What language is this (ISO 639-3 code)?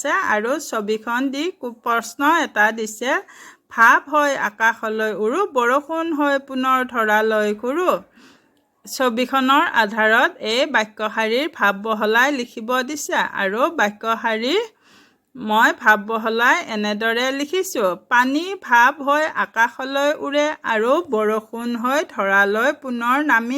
asm